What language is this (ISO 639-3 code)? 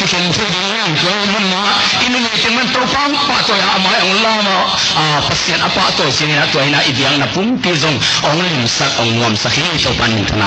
ctd